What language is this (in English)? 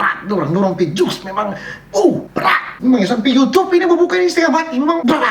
Manado Malay